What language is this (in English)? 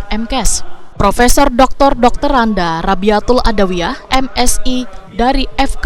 Banjar